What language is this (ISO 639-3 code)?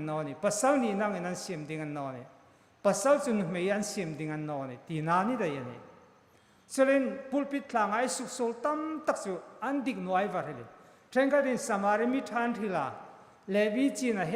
hmr